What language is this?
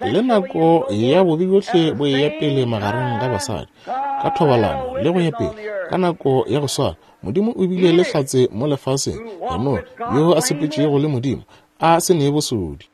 Northern Sotho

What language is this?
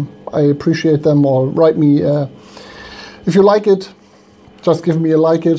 English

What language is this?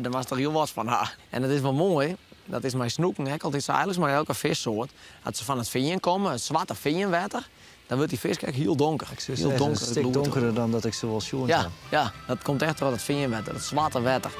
Western Frisian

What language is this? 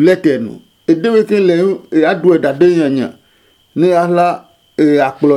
Adangme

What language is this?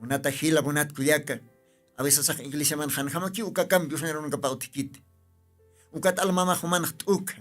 Aymara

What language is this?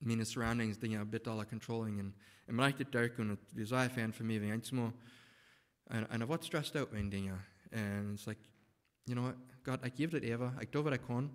Plautdietsch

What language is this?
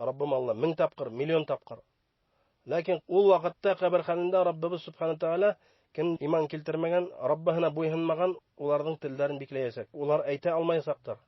Bashkir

